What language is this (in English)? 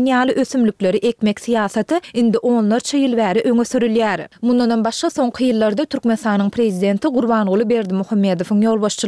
Turkmen